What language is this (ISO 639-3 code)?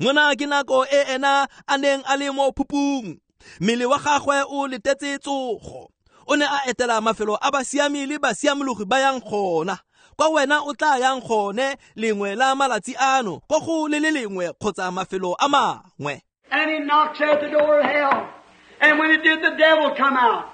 tsn